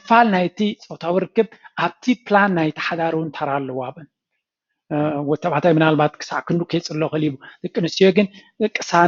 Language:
Tigrinya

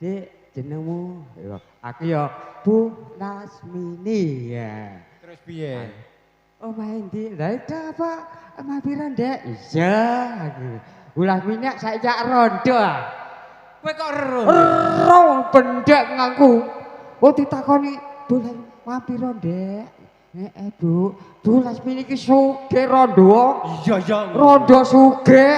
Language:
Javanese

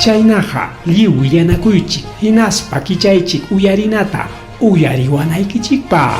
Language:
Ayacucho Quechua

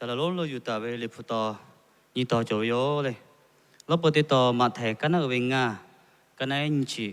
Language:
Lahu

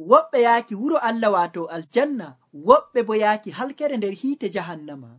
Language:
Nigerian Fulfulde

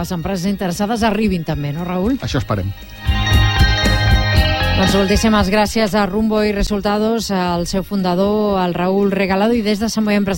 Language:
Catalan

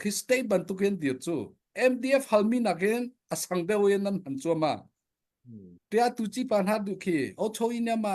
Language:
Hakha Chin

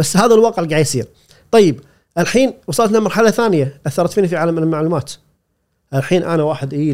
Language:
Gulf Arabic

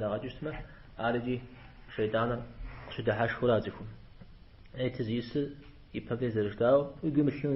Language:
Kabardian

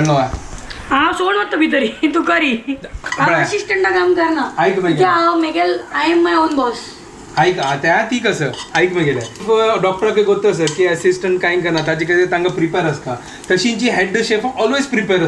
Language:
Konkani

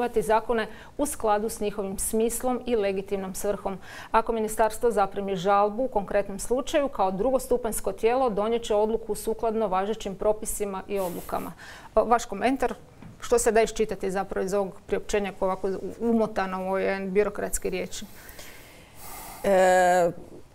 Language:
Croatian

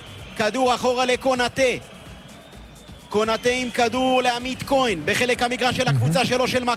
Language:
Hebrew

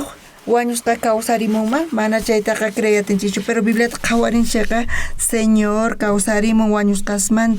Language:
South Bolivian Quechua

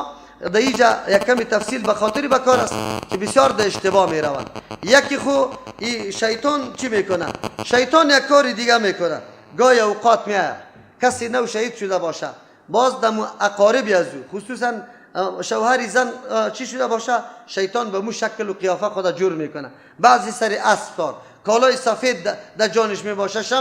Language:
Persian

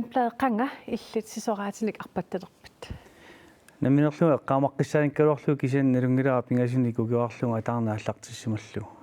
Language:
Kalaallisut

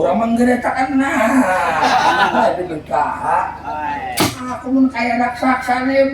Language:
Banjar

